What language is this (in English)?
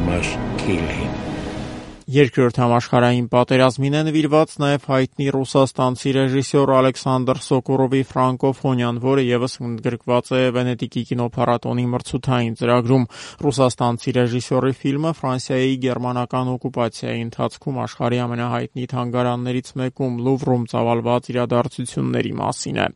Armenian